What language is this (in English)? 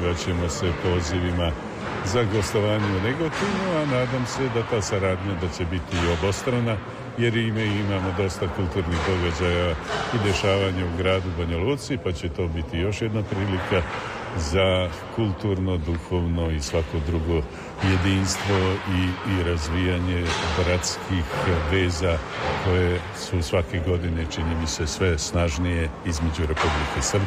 Serbian